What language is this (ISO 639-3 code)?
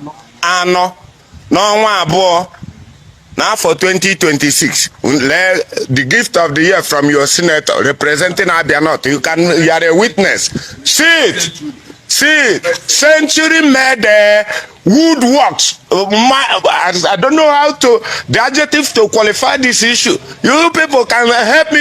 ibo